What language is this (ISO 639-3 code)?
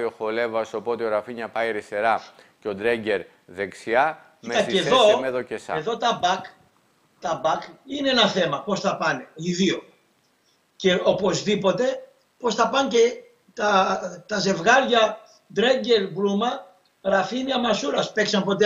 ell